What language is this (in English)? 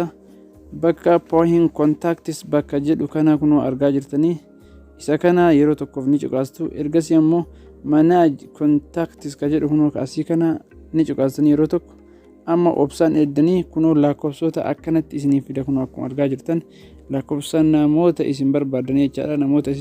Oromo